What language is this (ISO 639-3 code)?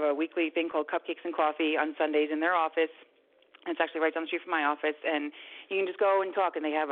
eng